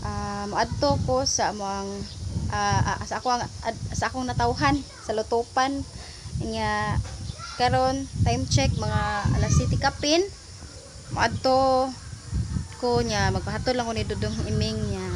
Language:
Cebuano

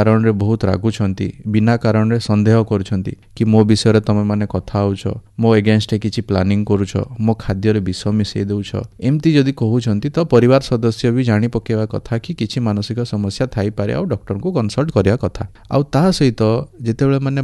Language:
Odia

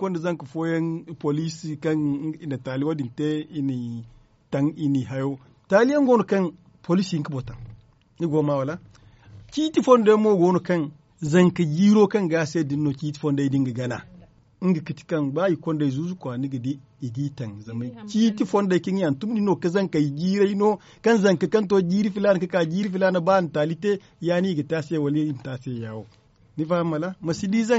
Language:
Zarma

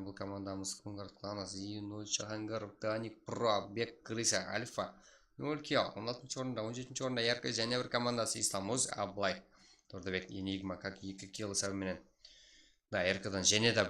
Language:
Kara-Kalpak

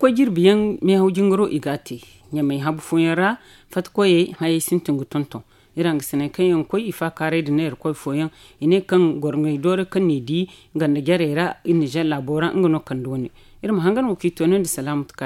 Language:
Zarma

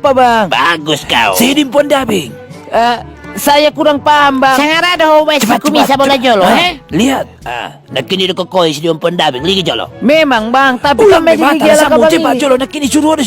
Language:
Batak Toba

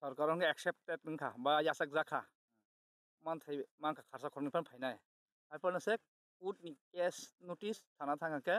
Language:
Kok Borok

